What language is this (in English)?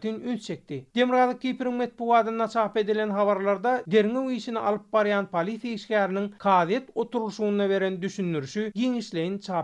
Turkmen